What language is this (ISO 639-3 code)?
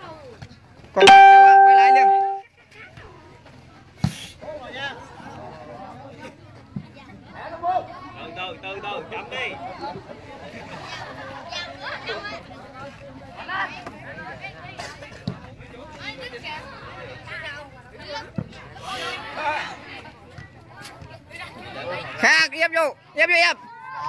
vie